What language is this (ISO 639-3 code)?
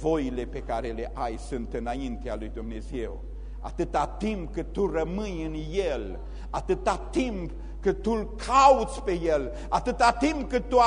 ron